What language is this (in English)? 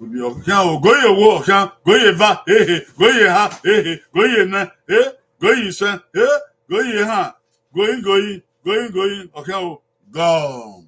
Bini